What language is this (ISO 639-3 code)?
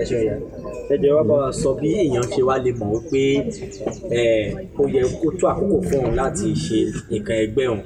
yor